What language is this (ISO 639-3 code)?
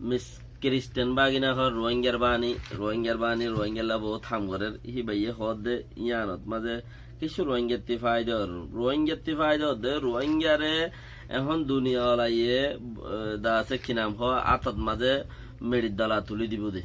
rhg